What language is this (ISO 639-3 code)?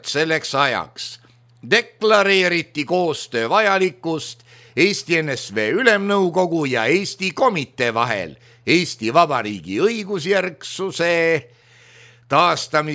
est